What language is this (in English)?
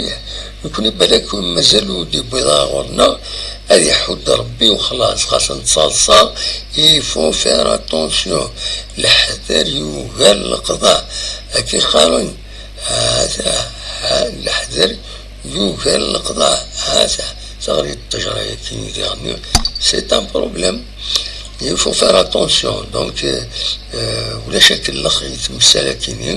Kabyle